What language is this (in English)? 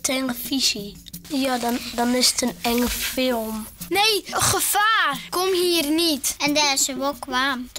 Western Frisian